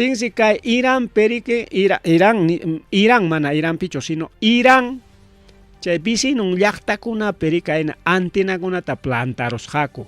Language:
Ayacucho Quechua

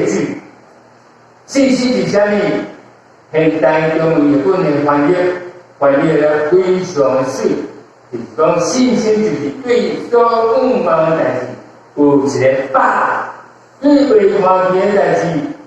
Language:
Min Nan Chinese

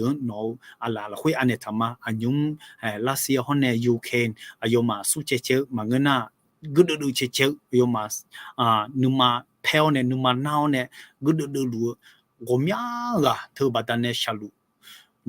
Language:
Akha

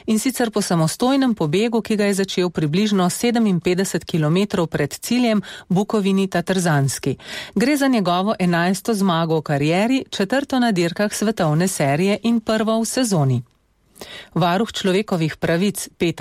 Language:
Slovenian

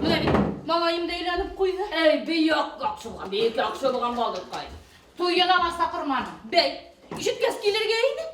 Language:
Bashkir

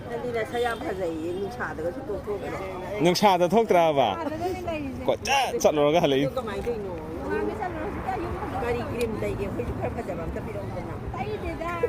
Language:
Manipuri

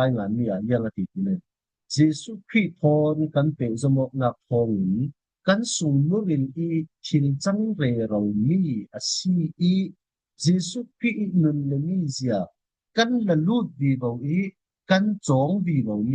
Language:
Falam Chin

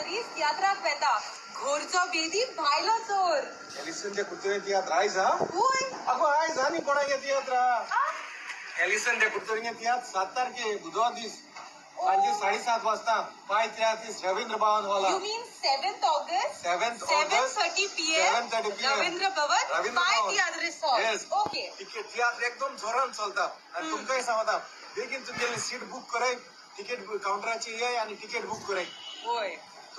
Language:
Konkani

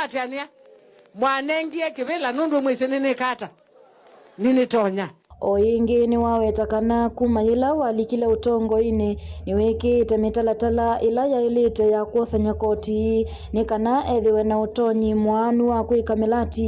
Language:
Kamba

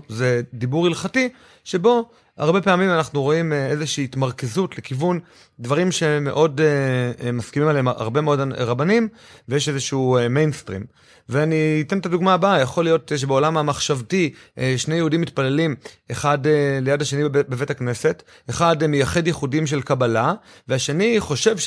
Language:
Hebrew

